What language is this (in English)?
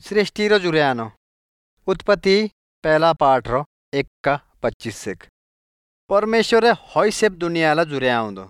Odia